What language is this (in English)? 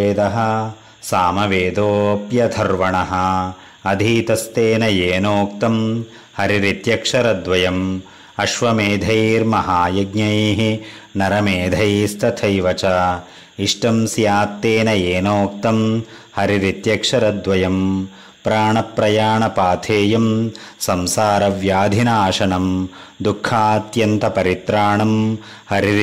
Sanskrit